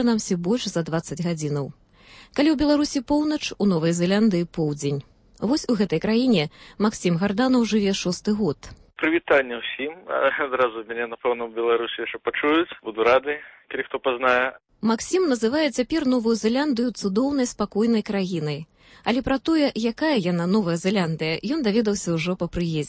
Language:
Belarusian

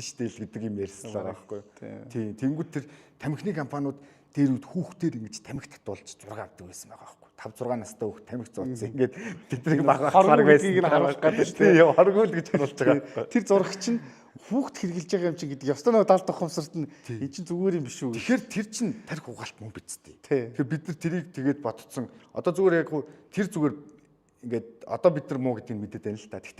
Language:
Mongolian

